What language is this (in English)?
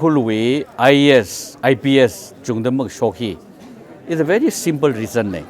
Tangkhul Naga (India)